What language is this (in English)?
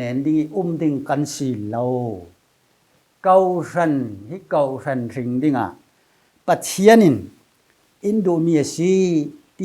Falam Chin